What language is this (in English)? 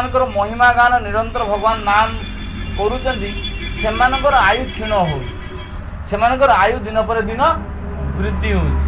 Odia